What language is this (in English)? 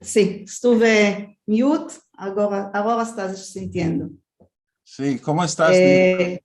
Ladino